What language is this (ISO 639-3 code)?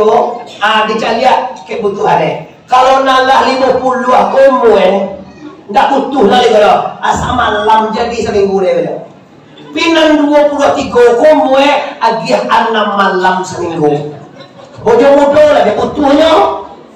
min